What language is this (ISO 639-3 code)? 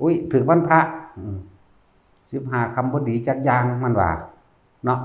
tts